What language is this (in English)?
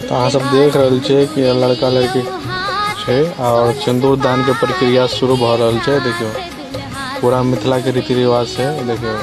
Maithili